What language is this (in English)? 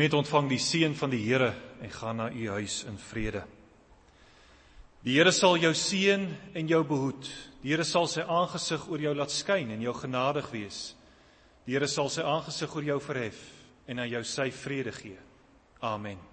Afrikaans